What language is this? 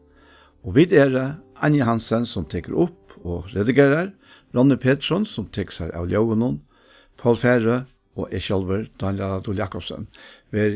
Faroese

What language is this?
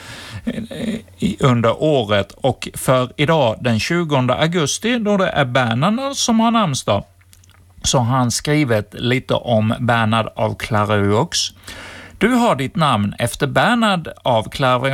Swedish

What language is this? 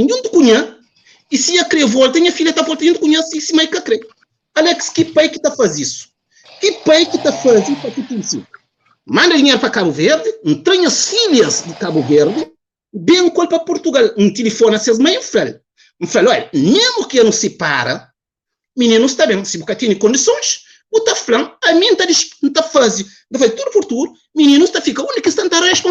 Kabuverdianu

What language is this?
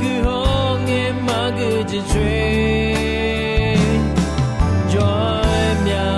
Akha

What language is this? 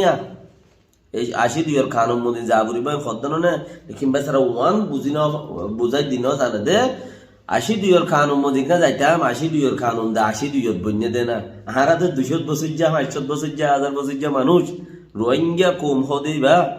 Rohingya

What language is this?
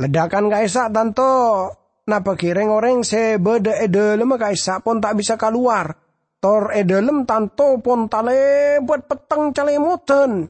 Madurese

